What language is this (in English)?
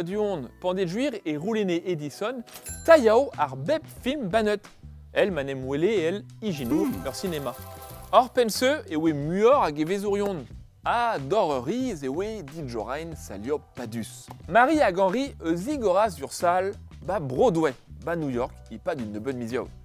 Breton